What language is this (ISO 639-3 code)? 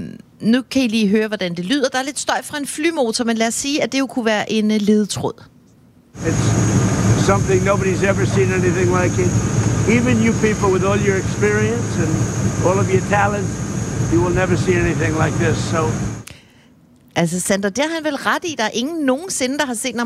dan